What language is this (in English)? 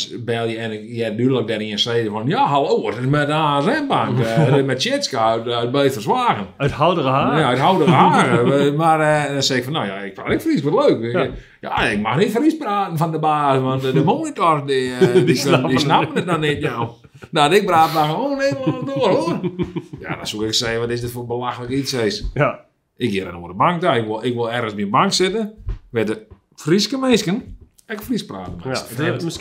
Western Frisian